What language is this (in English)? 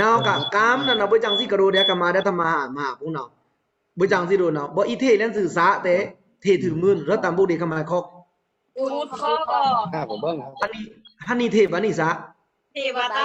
Pa'o Karen